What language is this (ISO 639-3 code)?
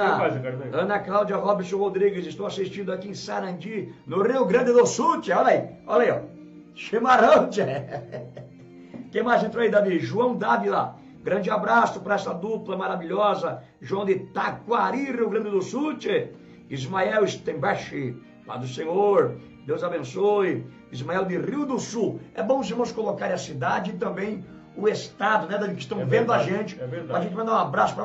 por